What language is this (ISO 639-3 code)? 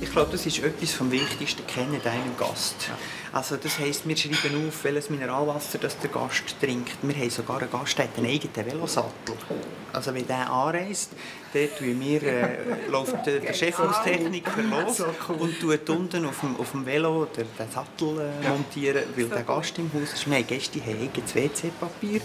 gsw